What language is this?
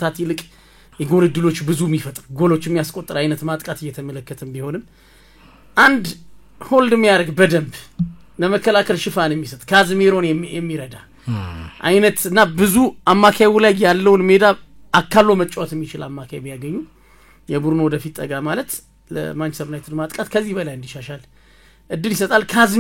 Amharic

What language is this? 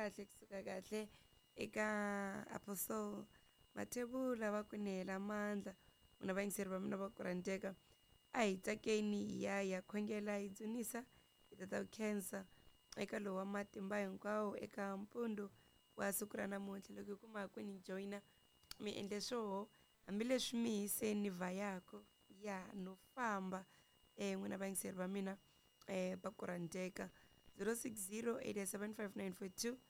Tsonga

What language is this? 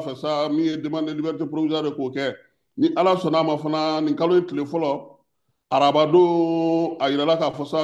Bambara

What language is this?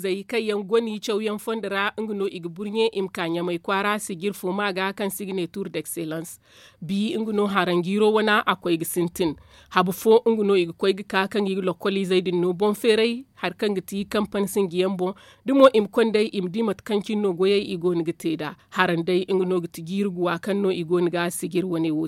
Zarma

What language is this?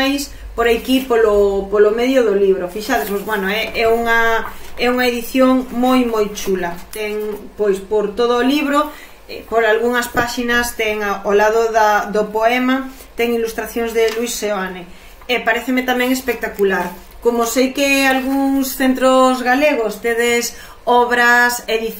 Galician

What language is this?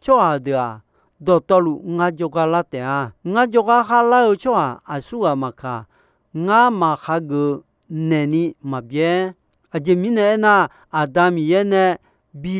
Akha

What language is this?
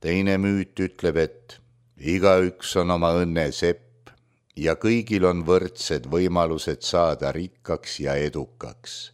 Estonian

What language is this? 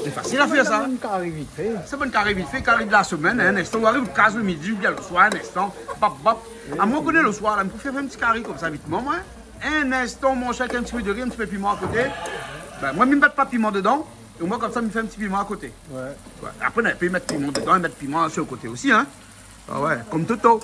Réunion Creole French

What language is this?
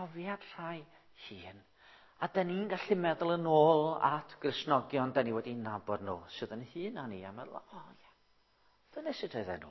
Welsh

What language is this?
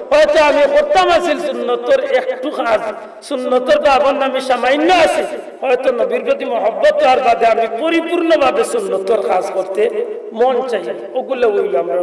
Sylheti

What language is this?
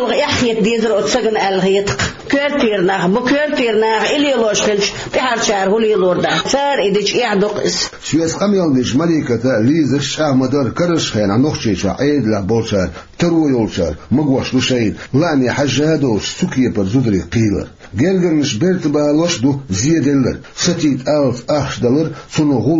Chechen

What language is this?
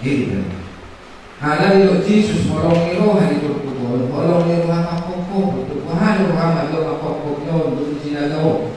Batak Toba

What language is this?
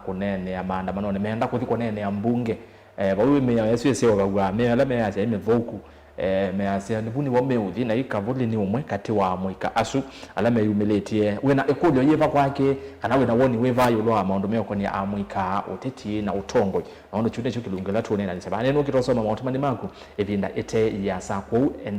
Kamba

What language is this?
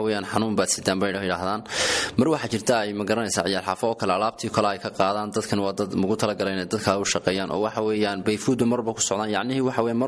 Somali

